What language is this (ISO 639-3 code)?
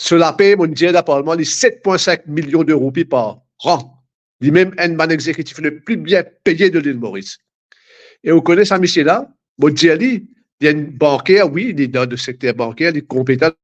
mfe